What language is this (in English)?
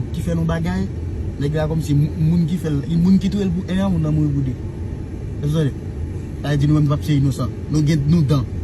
Haitian Creole